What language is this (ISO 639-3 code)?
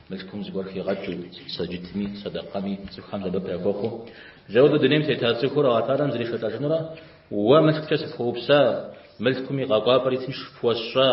kbd